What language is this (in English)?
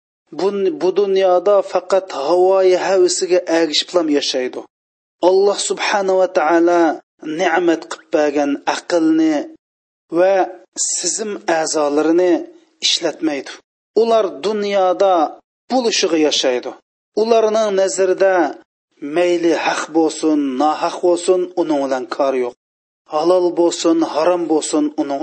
Uyghur